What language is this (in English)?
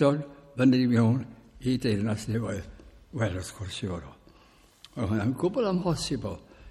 Welsh